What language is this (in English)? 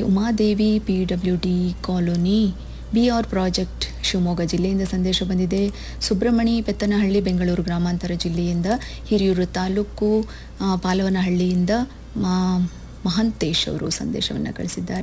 Kannada